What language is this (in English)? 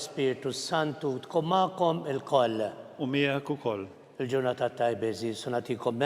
Maltese